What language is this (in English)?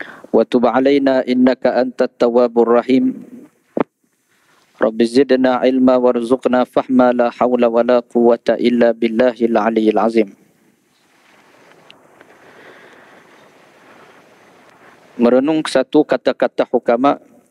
Malay